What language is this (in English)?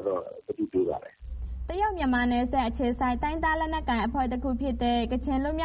Burmese